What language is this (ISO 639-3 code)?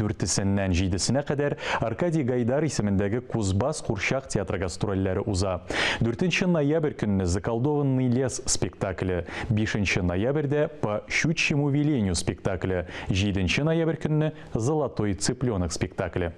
tat